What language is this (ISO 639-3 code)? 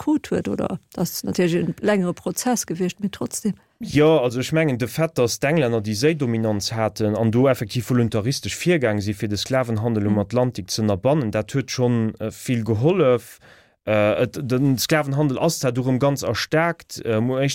ltz